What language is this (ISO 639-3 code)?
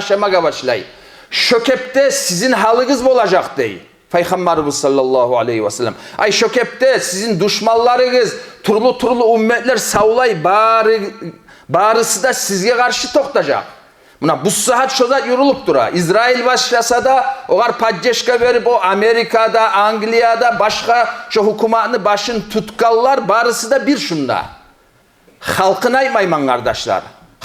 kum